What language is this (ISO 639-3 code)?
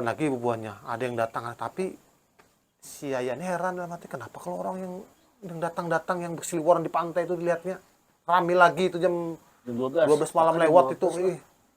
bjn